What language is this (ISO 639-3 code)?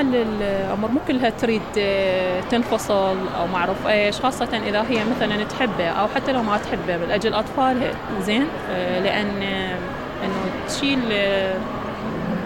acm